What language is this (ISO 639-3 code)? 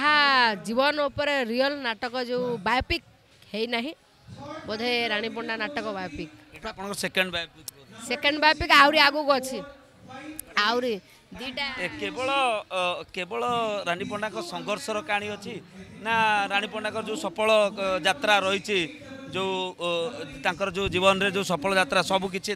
ori